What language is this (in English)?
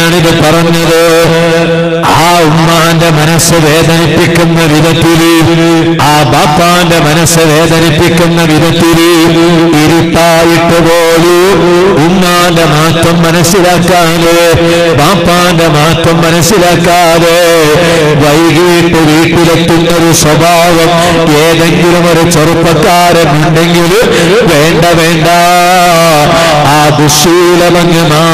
Malayalam